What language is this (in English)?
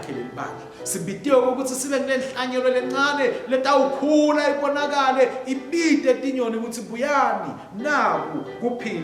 Swati